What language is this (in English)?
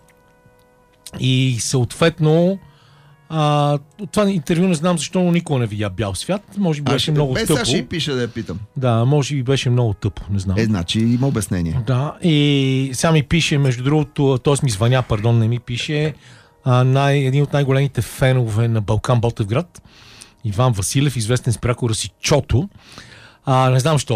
Bulgarian